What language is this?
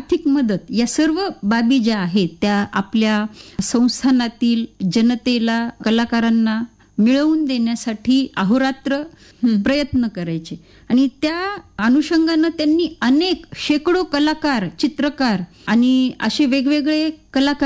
Marathi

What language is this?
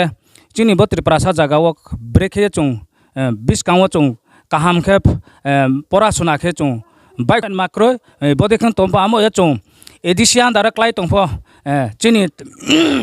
Riang (India)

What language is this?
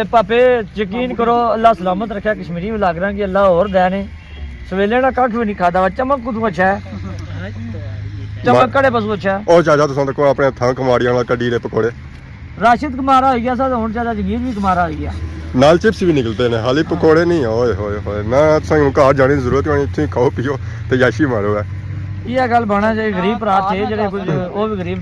Pahari-Potwari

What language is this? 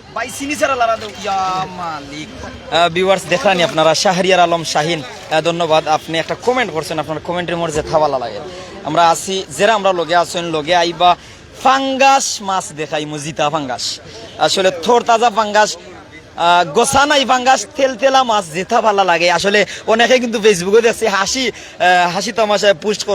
Sylheti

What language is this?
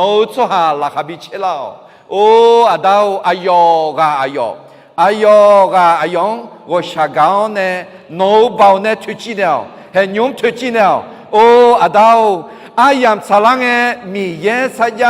Akha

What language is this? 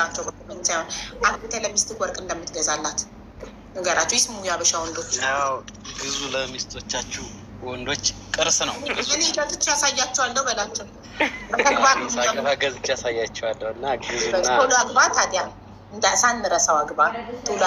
Amharic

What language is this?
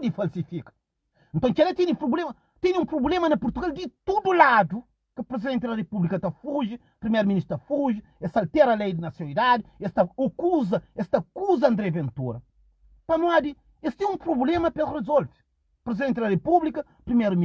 Kabuverdianu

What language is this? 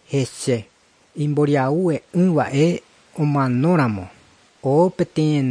Guarani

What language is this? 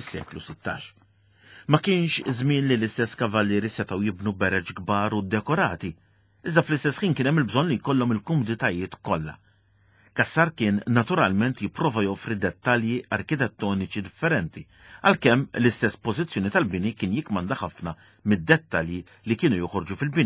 Maltese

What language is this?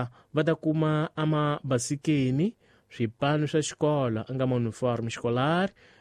Tsonga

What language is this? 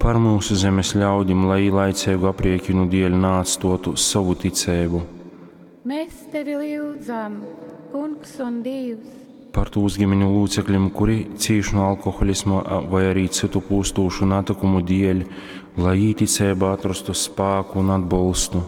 Latgalian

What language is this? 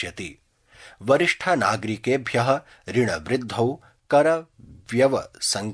Sanskrit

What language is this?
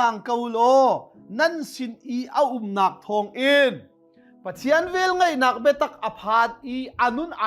Hakha Chin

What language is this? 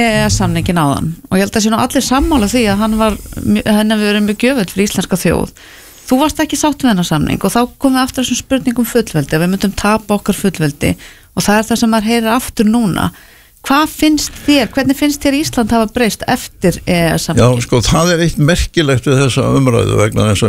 Icelandic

